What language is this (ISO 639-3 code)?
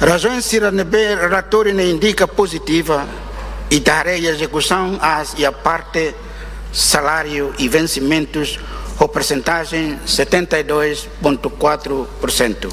tet